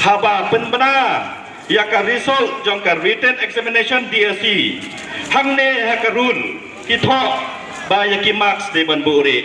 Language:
Khasi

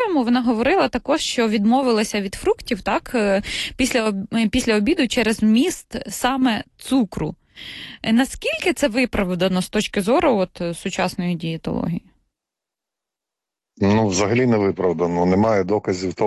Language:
Ukrainian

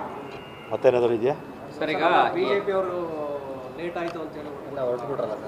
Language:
Kannada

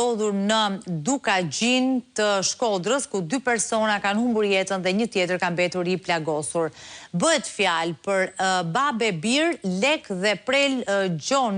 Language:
Albanian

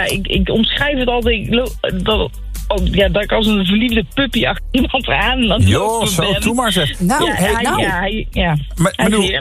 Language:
Dutch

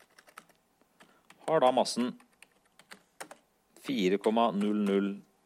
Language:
Norwegian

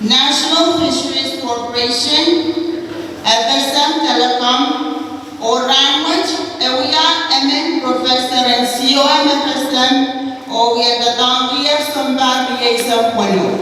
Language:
Pohnpeian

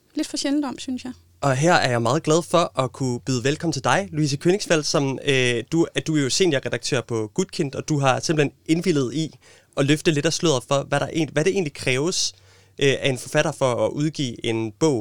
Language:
Danish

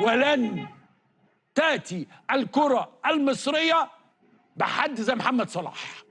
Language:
Egyptian Arabic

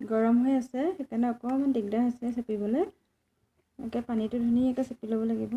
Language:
Assamese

